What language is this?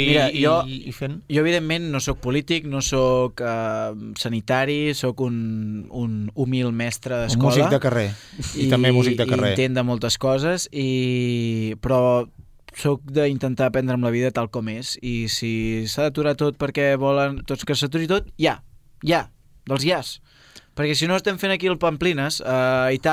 Catalan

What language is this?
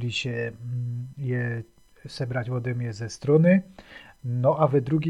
Silesian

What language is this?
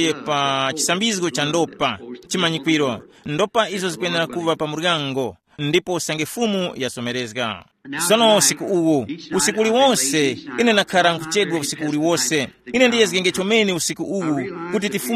Tumbuka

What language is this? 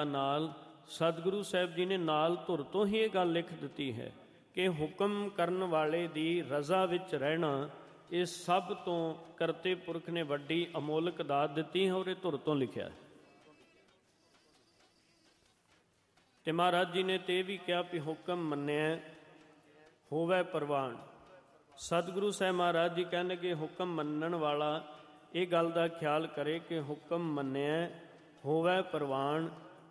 Punjabi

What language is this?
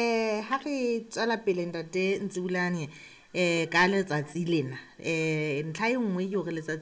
Southern Sotho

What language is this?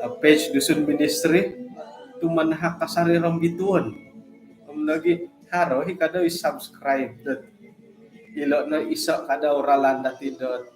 Central Dusun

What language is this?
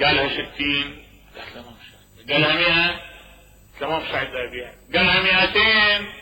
Mesopotamian Arabic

